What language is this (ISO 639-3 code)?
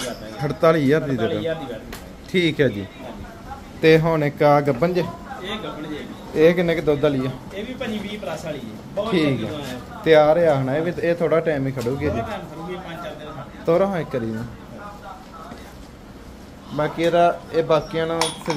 pan